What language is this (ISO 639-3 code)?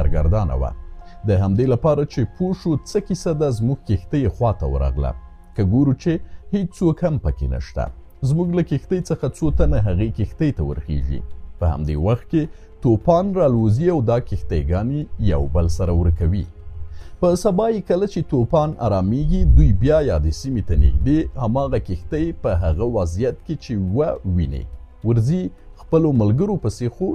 pus